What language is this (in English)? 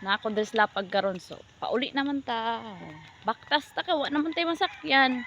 Cebuano